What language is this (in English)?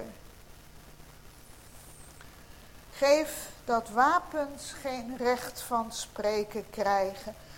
Dutch